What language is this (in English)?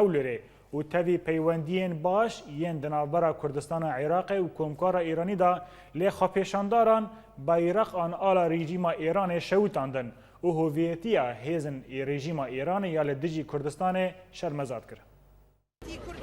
Kurdish